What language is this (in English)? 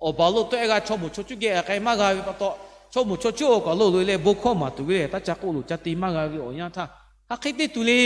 Lahu